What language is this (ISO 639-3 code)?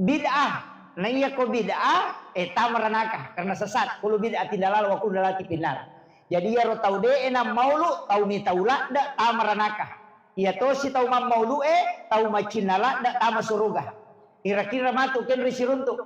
bug